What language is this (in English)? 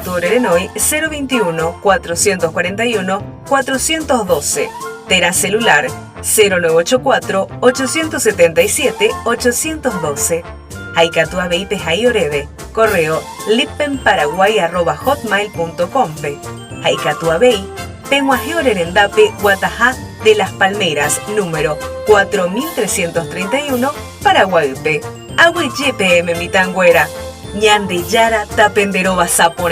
Guarani